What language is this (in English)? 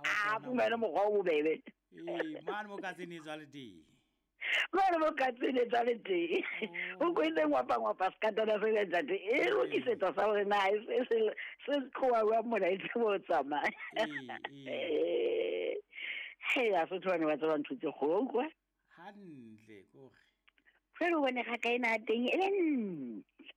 Southern Sotho